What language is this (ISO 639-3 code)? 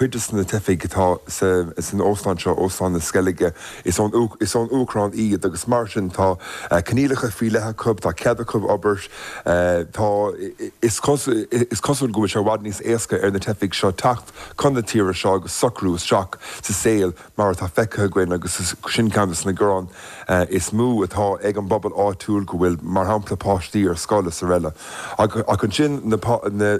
gle